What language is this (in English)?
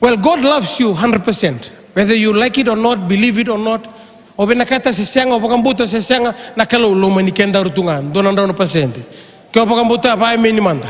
Fijian